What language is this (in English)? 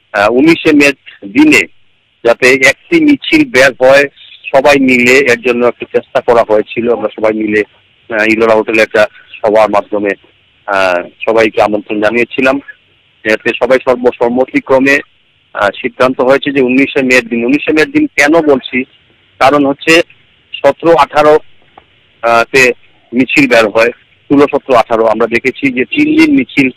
Bangla